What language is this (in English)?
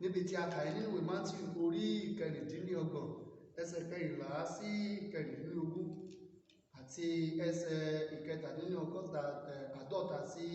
Yoruba